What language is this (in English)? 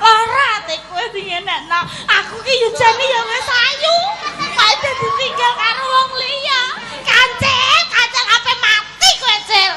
Javanese